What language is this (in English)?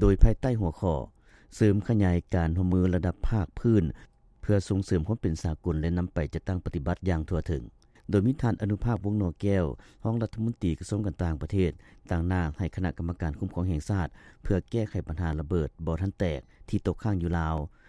Lao